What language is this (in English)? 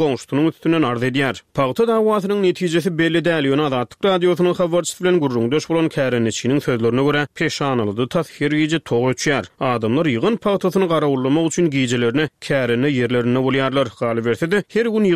Turkmen